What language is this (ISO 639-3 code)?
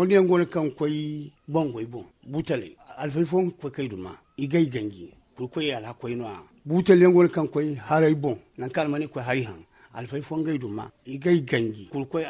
dje